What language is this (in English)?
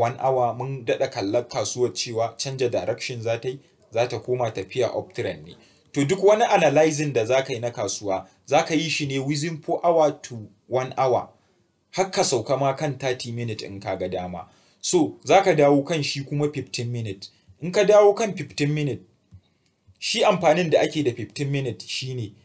Hausa